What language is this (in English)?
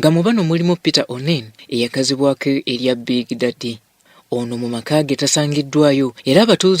Ganda